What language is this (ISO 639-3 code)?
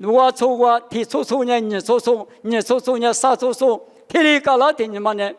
lis